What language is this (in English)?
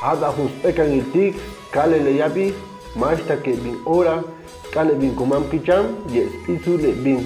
Chuj